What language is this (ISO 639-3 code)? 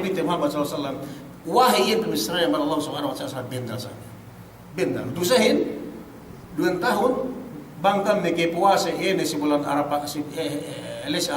yka